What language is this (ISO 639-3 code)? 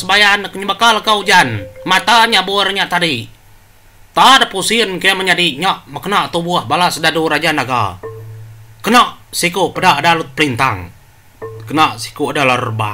iba